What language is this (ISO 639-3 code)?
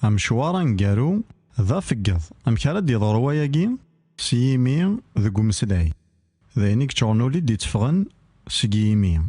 kab